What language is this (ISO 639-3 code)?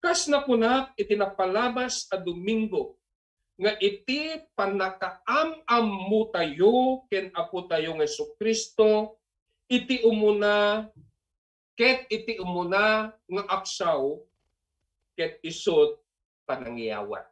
ilo